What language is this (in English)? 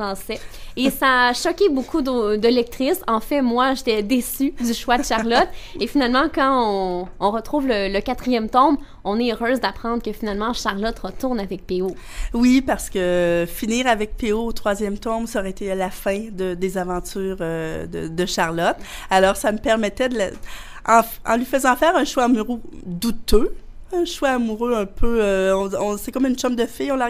French